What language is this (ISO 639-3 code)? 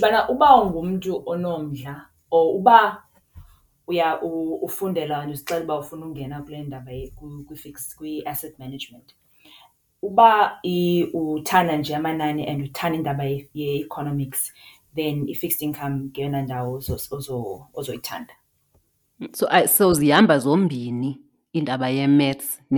xho